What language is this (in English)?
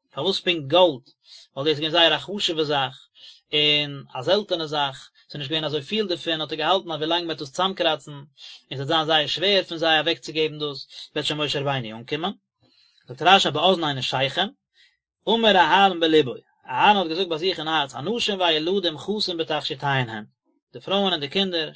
Yiddish